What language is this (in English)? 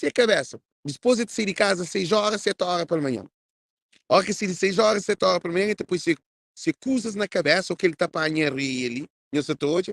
Kabuverdianu